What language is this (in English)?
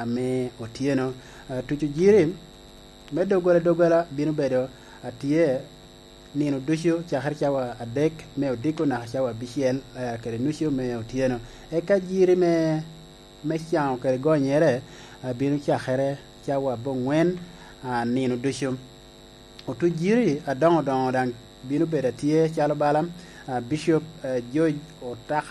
Lango (Uganda)